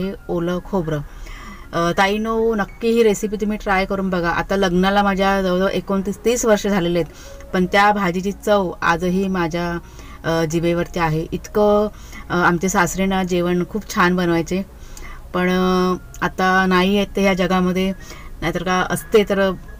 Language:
Marathi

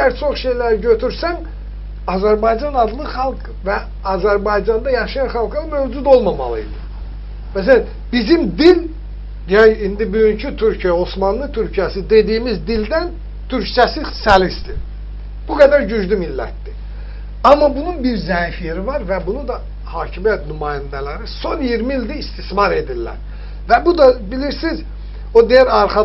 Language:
Azerbaijani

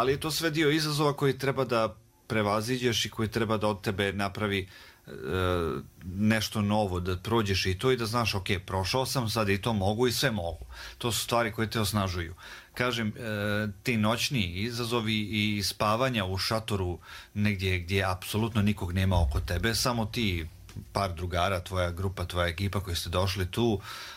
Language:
Croatian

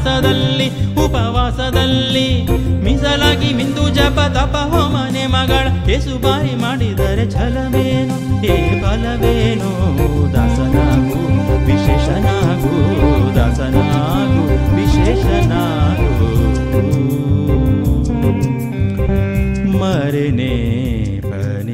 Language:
Kannada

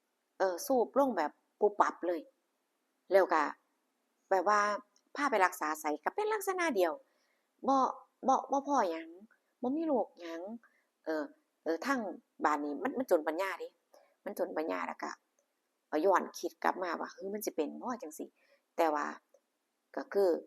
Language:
Northeastern Thai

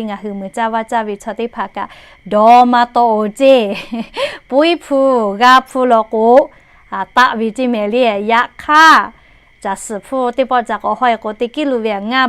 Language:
Lahu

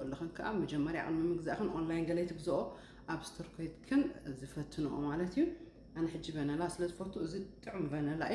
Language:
Tigrinya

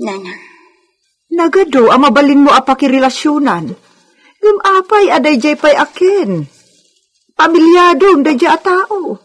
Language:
Iloko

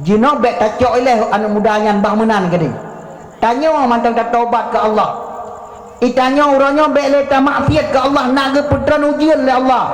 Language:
Achinese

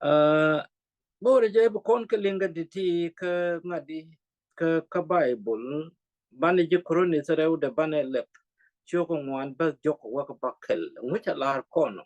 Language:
Nuer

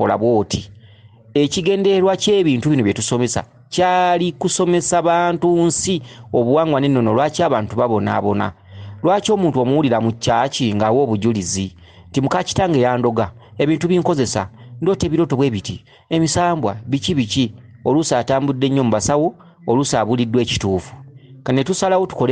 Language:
Ganda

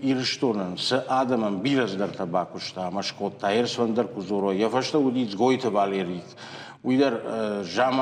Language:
Ossetic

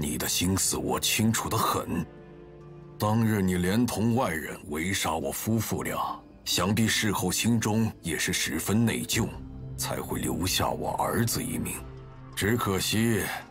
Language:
Chinese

